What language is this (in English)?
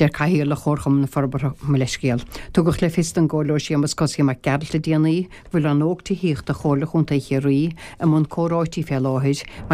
Irish